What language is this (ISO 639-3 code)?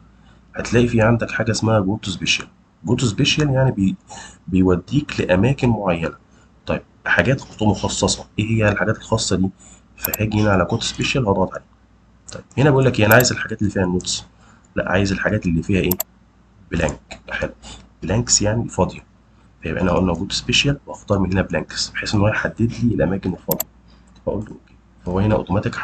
arz